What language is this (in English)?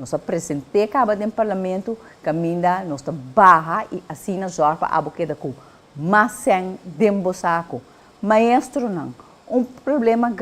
Papiamento